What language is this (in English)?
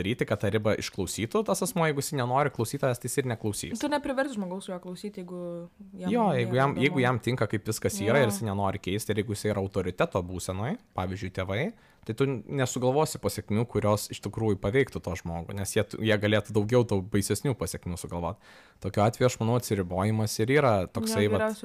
Lithuanian